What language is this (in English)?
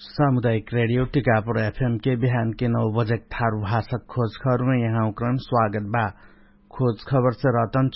Dangaura Tharu